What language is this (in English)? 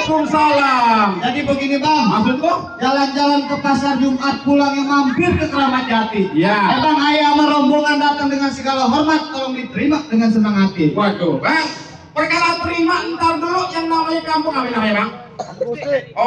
Betawi